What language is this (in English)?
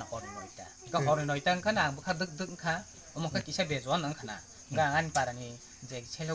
Kok Borok